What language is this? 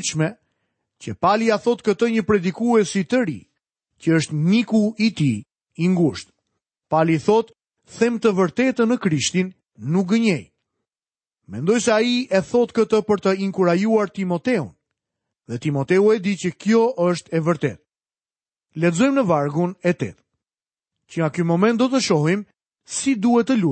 Albanian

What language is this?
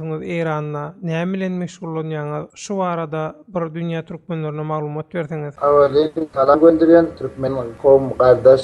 Turkmen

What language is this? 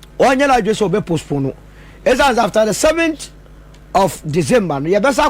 Akan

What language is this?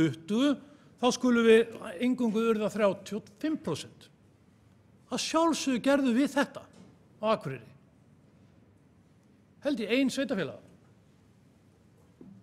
Icelandic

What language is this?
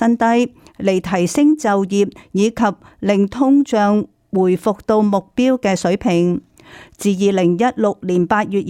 Cantonese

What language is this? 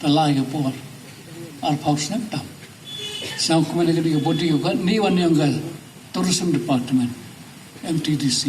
Pnar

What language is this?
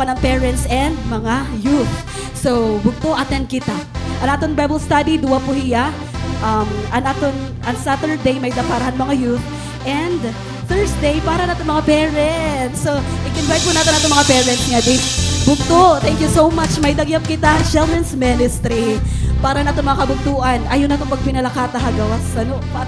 Waray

